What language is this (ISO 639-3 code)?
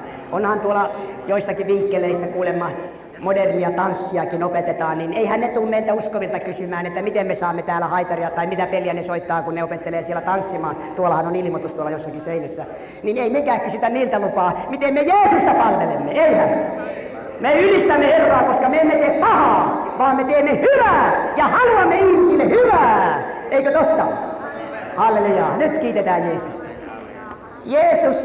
fin